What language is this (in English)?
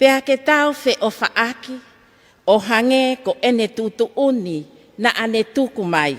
Tongan